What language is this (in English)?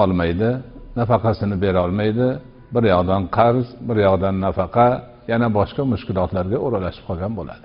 Uzbek